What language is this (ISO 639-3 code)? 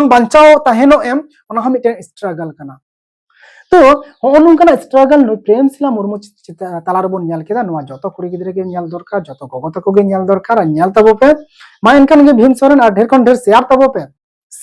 sat